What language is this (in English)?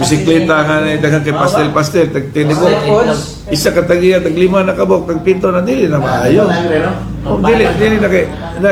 Cebuano